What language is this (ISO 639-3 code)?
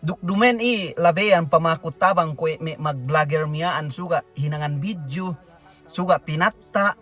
yka